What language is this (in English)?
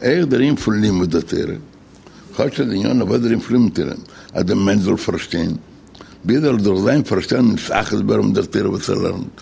Yiddish